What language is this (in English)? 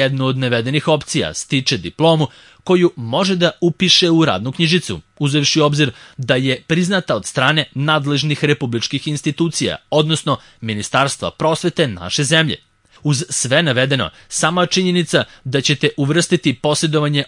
Serbian